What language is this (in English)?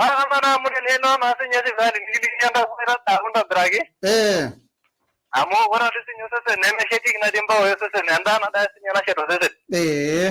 Masai